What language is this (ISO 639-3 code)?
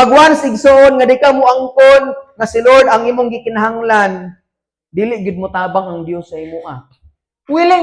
ceb